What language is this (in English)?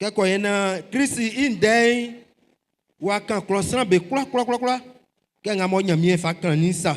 Baoulé